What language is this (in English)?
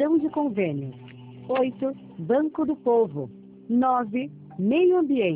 Portuguese